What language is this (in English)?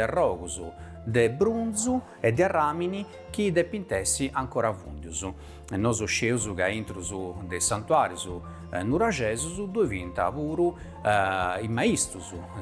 Sardinian